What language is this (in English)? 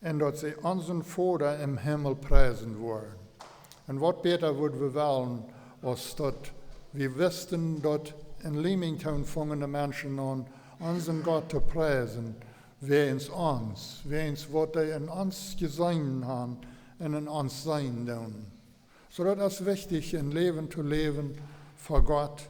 Plautdietsch